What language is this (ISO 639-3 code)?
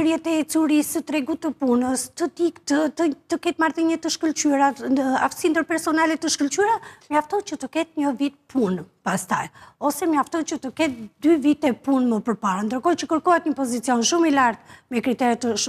sqi